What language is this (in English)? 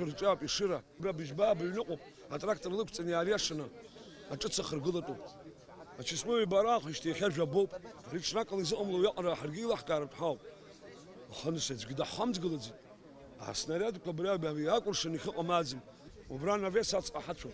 Abkhazian